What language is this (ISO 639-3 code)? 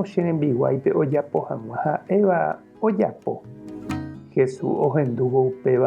grn